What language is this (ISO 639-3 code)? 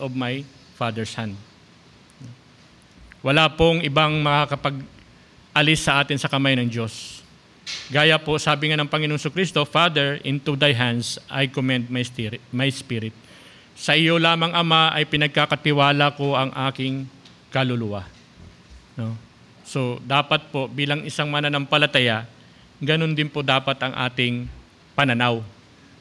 fil